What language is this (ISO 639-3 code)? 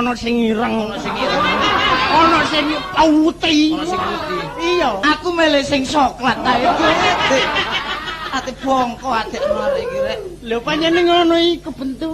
jav